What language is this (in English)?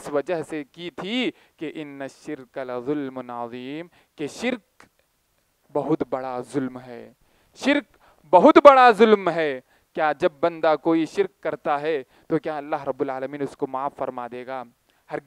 Urdu